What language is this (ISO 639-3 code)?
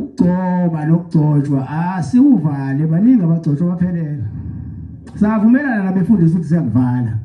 zul